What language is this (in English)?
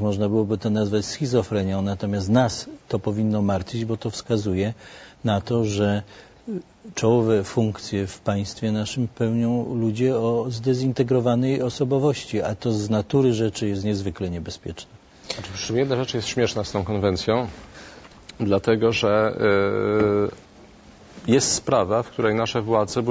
Polish